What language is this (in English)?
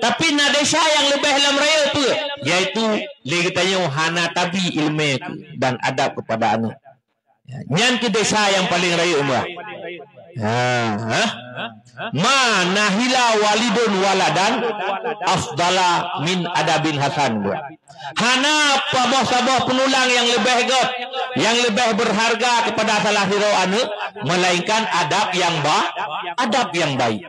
Achinese